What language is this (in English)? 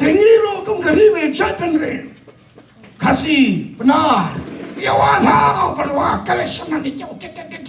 Khasi